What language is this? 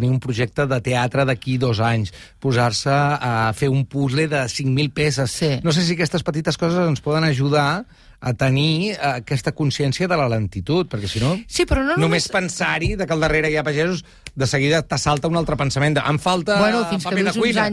Catalan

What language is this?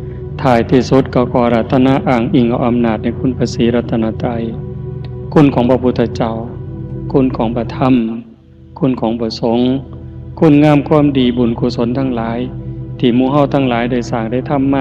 Northeastern Thai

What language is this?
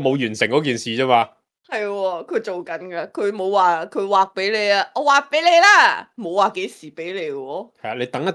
Cantonese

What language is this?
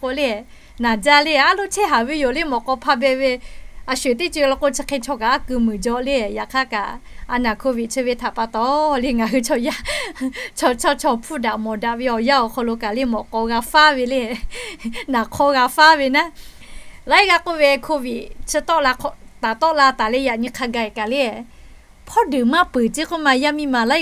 Lahu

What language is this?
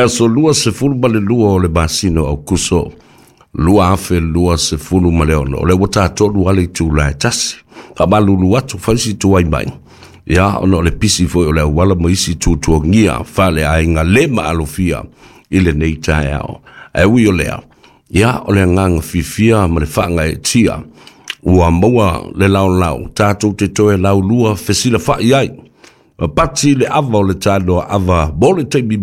Samoan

